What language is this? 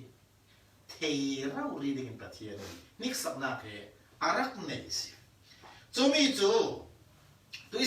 Falam Chin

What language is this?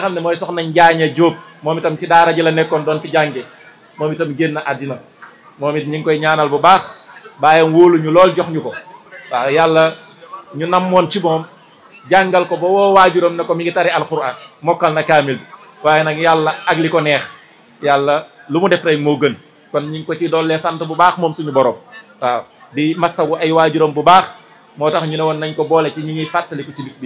Wolof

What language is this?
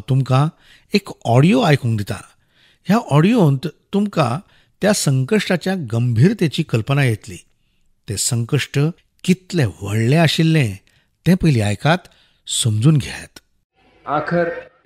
Konkani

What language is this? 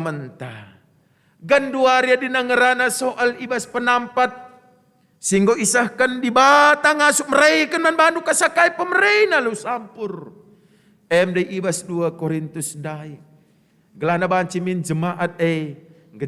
Batak Karo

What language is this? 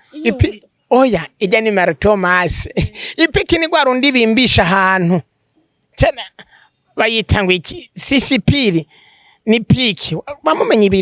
Rundi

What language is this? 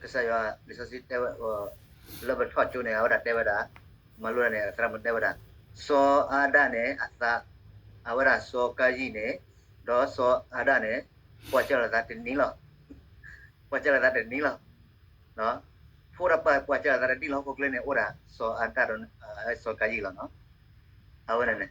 S'gaw Karen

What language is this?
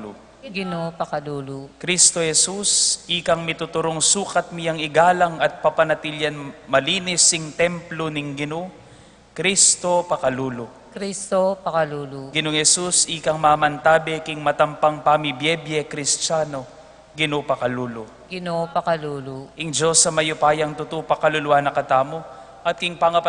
Pampanga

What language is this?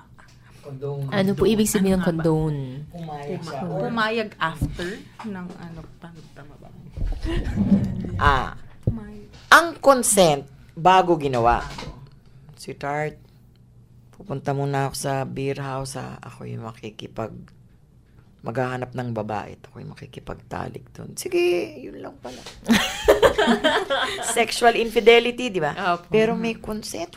Filipino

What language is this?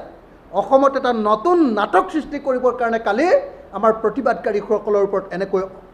Assamese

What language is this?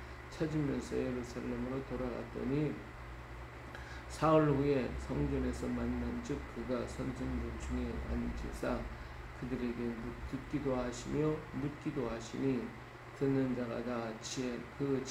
Korean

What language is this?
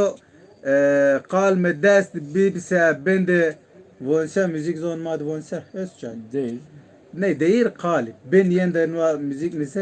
Zaza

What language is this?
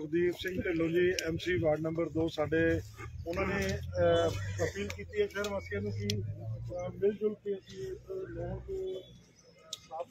Punjabi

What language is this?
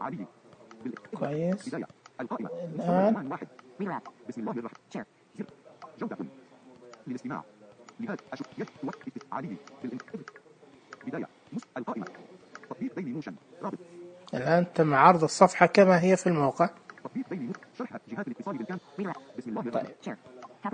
Najdi Arabic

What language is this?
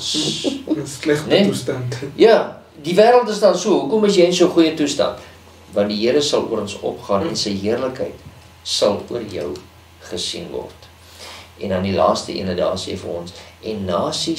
Afrikaans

